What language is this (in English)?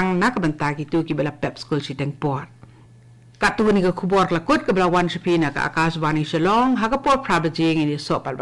Khasi